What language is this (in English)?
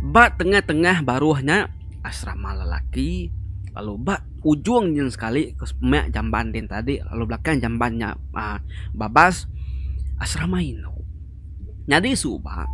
Iban